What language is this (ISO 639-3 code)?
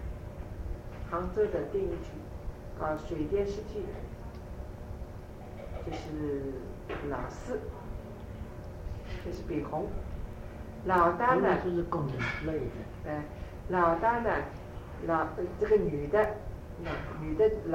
zho